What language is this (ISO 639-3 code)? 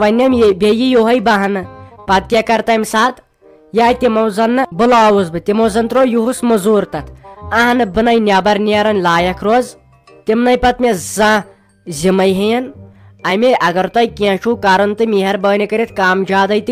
kas